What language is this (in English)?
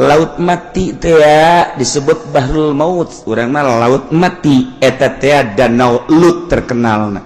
Sundanese